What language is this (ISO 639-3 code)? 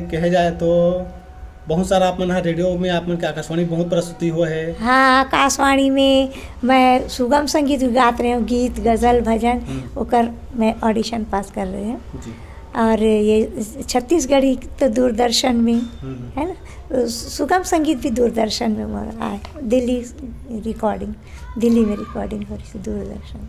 hne